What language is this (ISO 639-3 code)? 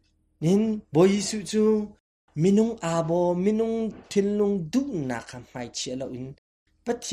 cnh